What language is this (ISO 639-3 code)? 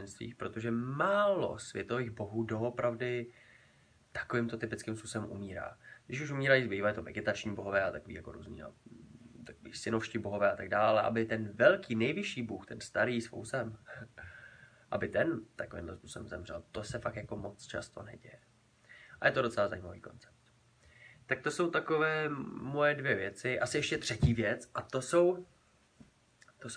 ces